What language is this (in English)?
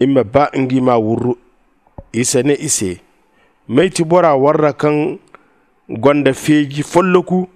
Zarma